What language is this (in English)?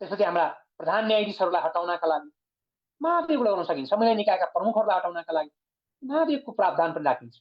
Nepali